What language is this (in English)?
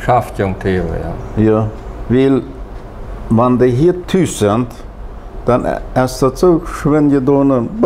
Plautdietsch